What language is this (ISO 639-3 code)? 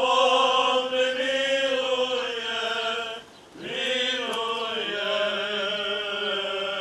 ron